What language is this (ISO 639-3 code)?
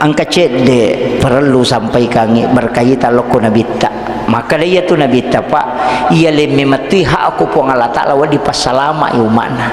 bug